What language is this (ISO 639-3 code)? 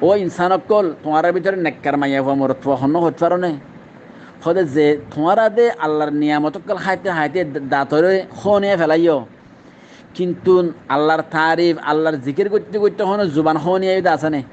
rhg